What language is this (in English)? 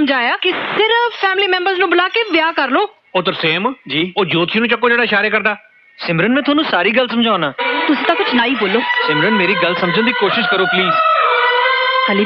Punjabi